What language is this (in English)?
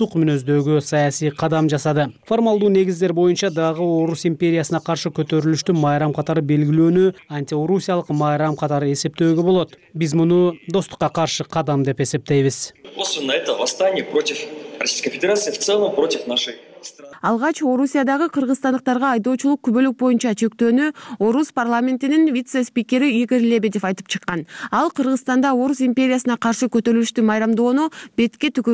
Kyrgyz